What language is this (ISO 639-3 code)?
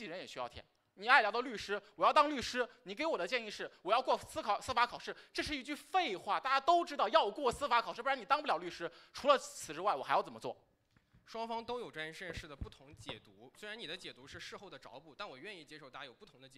zho